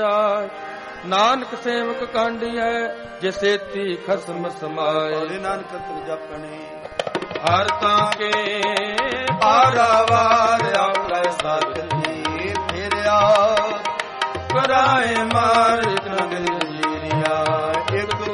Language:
Punjabi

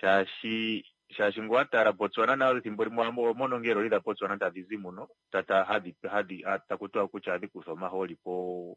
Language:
Kuanyama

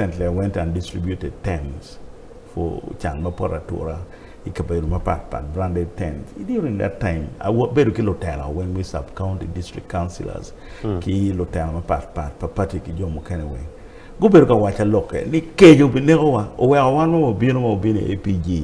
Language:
Acoli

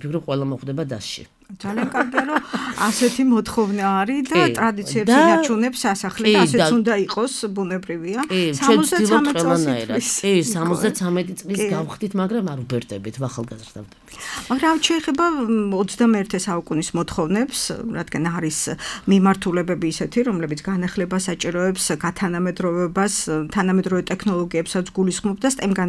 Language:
Georgian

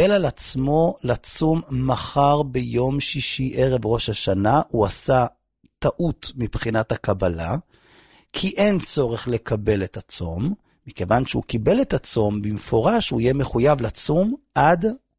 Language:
Hebrew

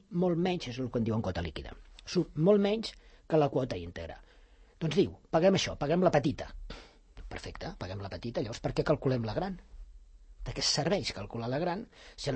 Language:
Catalan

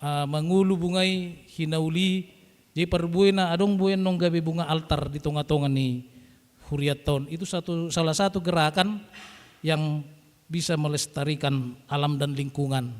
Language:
Batak Toba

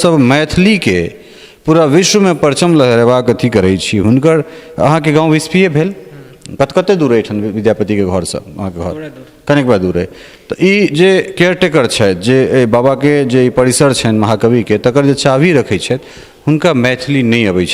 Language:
Maithili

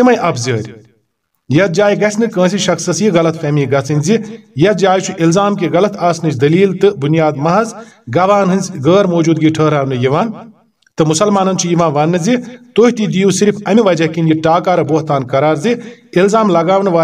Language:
Kashmiri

